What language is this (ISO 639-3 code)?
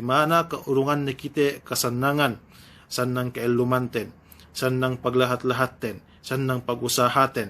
yka